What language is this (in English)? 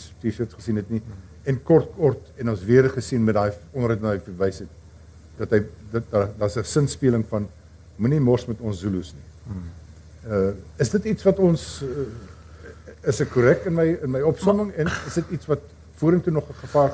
Afrikaans